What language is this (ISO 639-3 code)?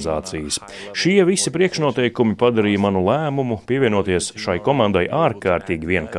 lav